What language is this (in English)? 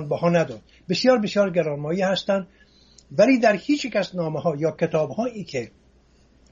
Persian